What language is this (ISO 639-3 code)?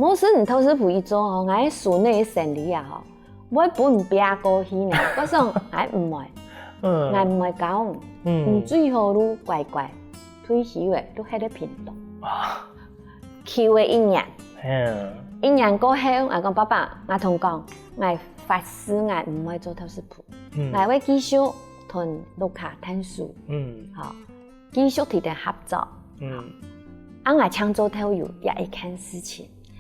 hak